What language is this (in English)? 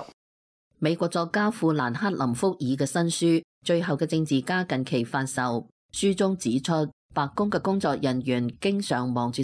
Cantonese